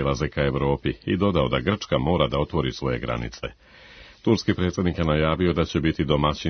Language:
Serbian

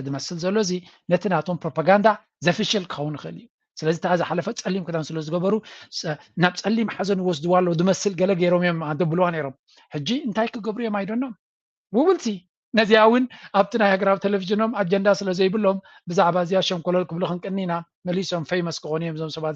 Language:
Tigrinya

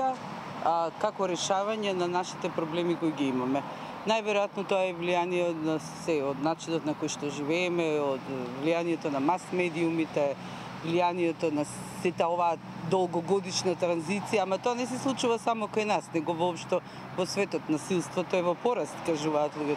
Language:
Macedonian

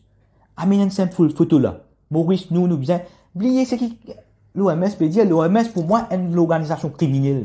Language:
Morisyen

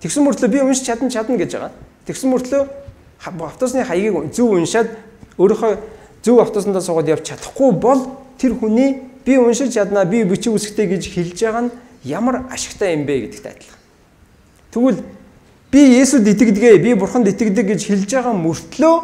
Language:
Mongolian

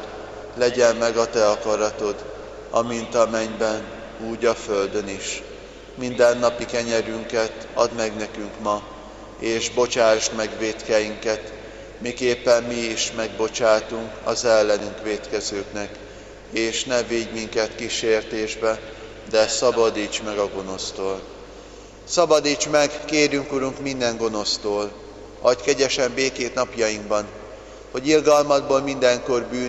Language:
Hungarian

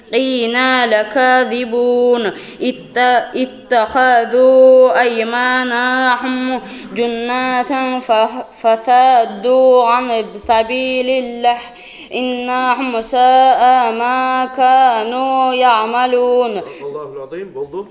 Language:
Kumyk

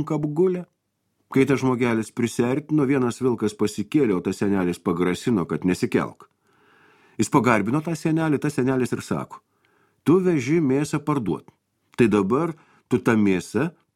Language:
Lithuanian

